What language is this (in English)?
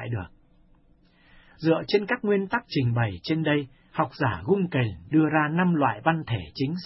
Vietnamese